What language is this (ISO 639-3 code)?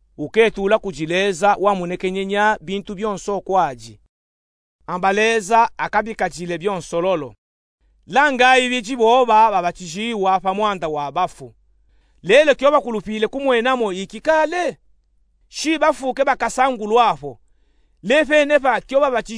lub